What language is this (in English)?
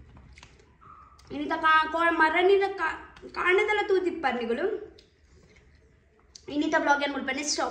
Tulu